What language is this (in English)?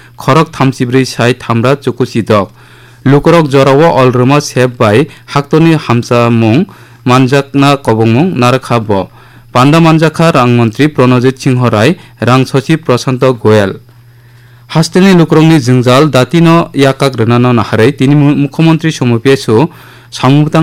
Kok Borok